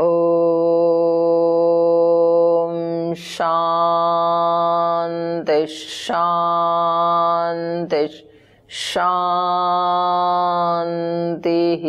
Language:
Sanskrit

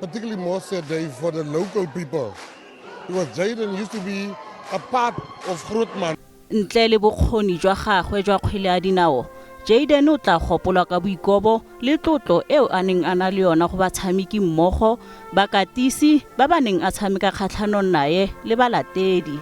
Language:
Tswana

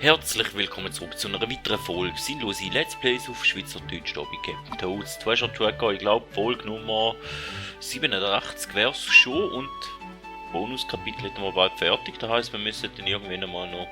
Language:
Swiss German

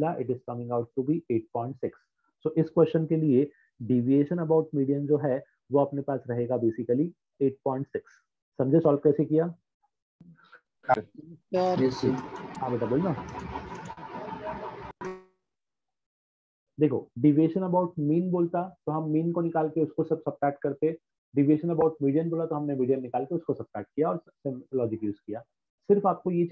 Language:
Hindi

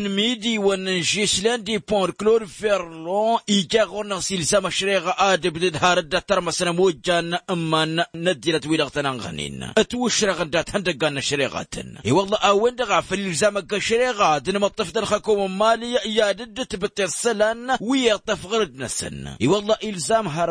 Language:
Tamasheq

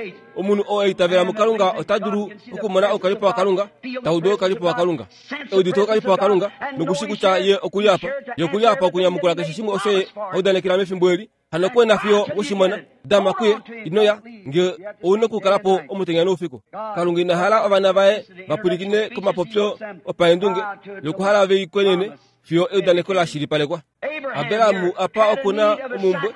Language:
Kuanyama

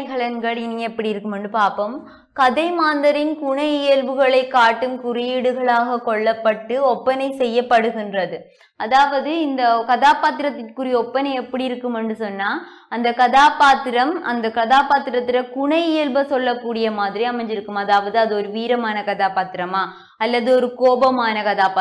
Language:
Tamil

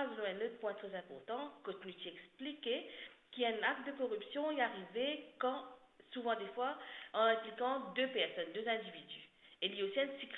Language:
Morisyen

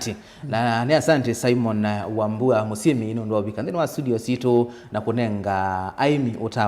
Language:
Kamba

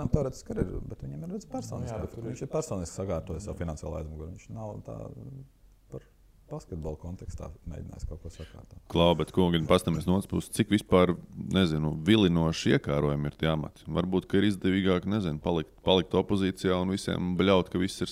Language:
Latvian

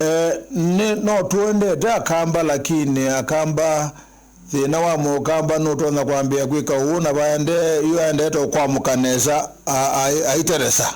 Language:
Kamba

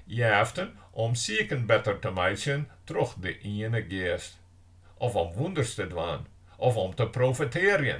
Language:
Western Frisian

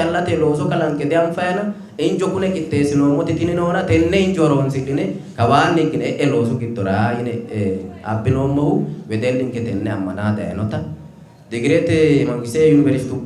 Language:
Sidamo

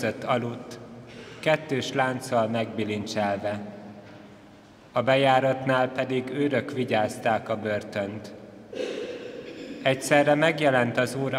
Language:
Hungarian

